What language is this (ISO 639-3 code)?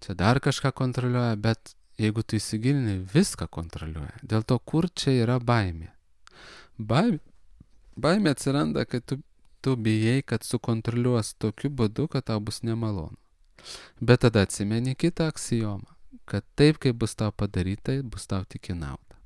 lit